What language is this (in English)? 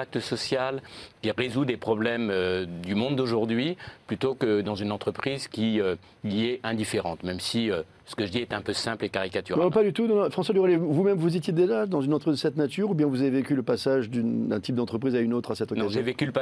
French